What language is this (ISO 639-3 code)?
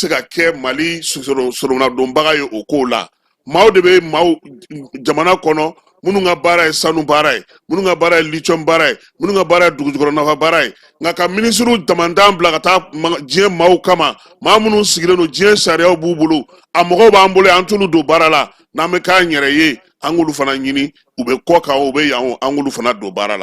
bam